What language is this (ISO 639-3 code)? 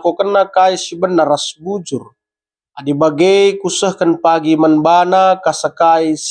btx